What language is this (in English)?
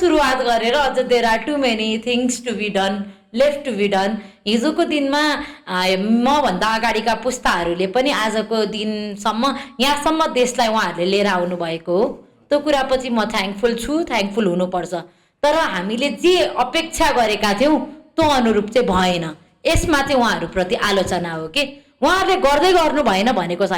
Nepali